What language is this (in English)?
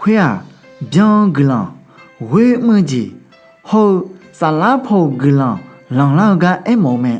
Akha